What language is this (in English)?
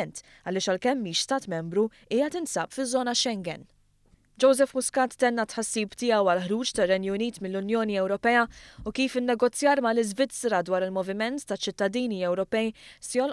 Maltese